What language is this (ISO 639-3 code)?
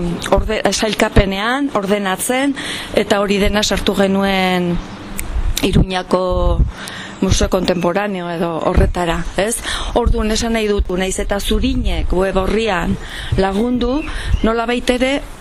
eus